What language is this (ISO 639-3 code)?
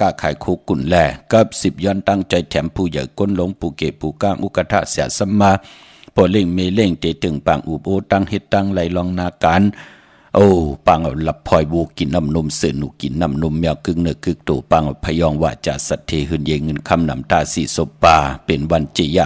shn